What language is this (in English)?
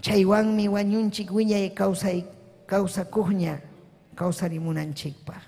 Ayacucho Quechua